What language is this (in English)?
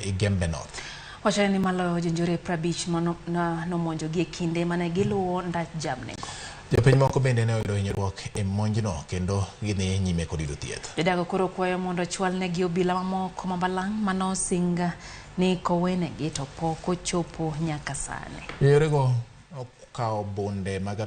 Luo (Kenya and Tanzania)